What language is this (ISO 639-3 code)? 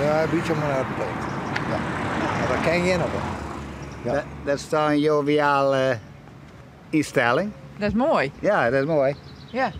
fry